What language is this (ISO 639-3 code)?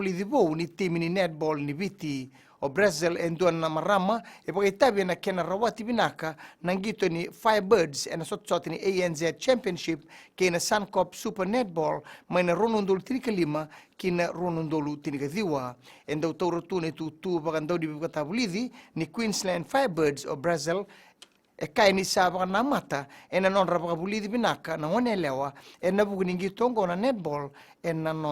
fij